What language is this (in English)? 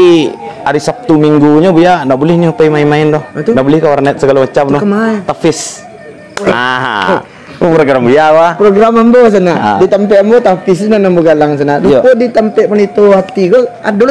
Minangkabau